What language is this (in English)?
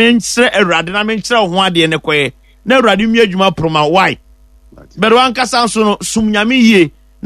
Akan